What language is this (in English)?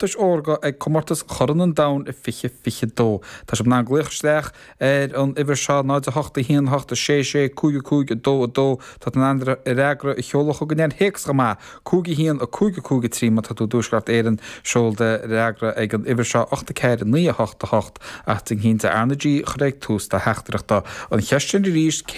Irish